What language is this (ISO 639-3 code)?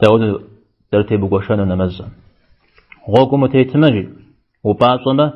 kbd